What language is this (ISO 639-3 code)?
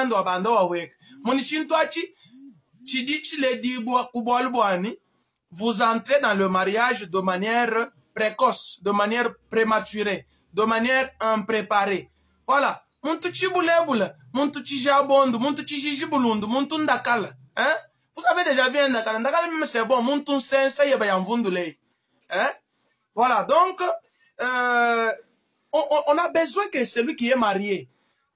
lua